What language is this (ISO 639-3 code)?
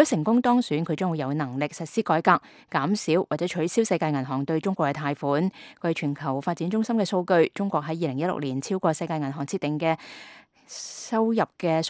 yue